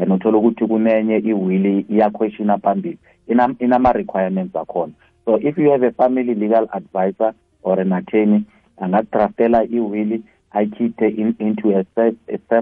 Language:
South Ndebele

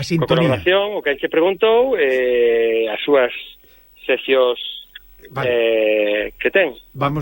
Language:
Galician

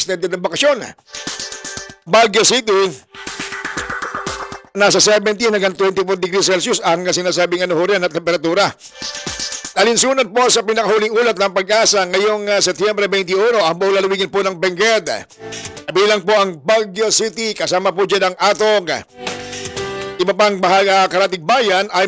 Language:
Filipino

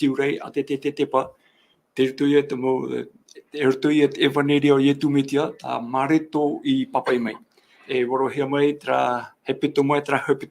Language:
Tahitian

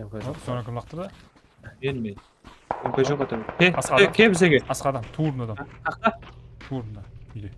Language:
Kara-Kalpak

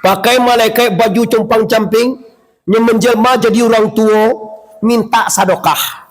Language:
Minangkabau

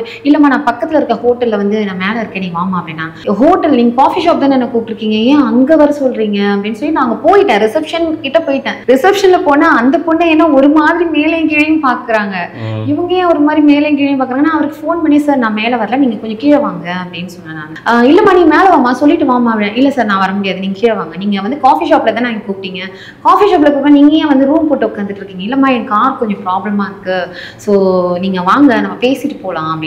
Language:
Tamil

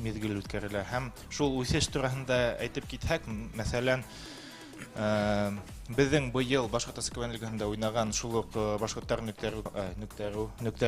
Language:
Bashkir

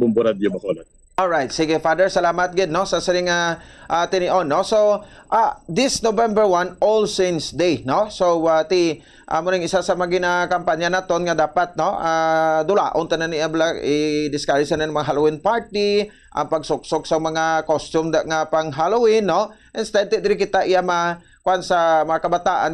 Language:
Hiligaynon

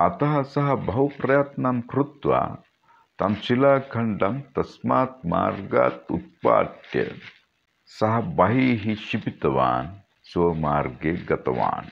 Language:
Sanskrit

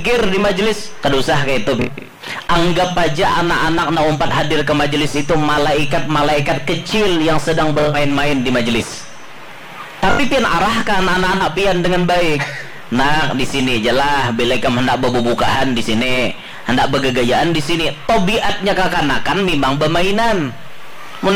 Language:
Banjar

